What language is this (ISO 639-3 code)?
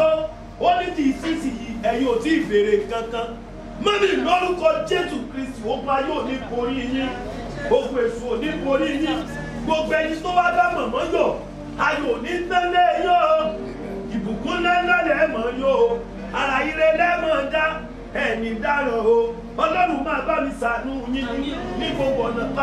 yor